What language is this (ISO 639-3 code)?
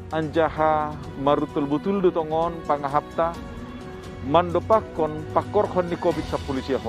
bts